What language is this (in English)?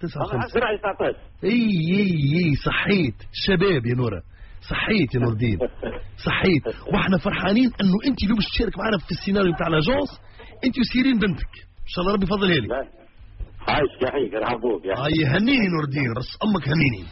Tunisian Arabic